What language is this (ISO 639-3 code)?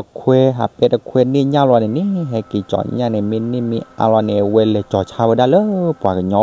ksw